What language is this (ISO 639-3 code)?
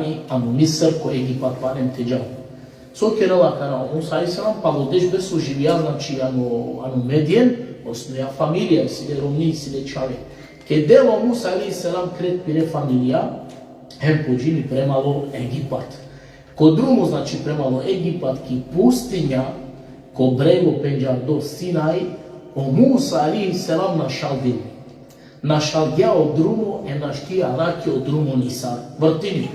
rmn